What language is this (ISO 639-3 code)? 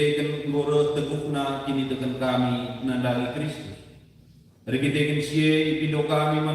btx